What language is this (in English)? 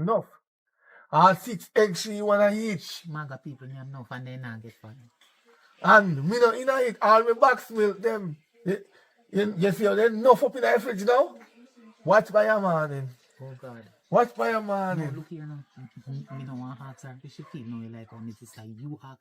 Jamaican Creole English